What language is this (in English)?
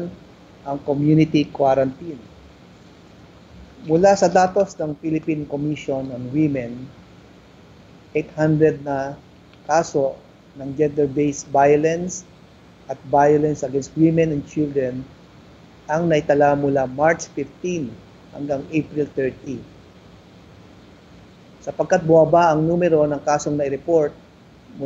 Filipino